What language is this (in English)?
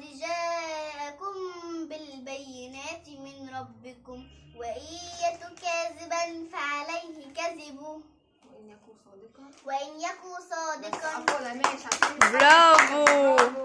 Egyptian Arabic